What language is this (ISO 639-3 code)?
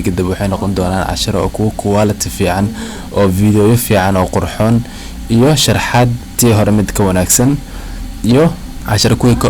som